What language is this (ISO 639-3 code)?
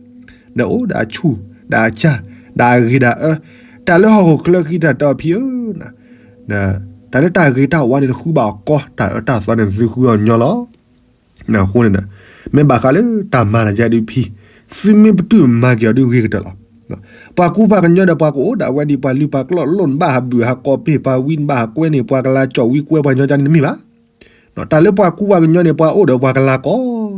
ksw